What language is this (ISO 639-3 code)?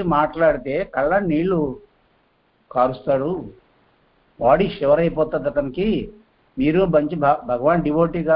tel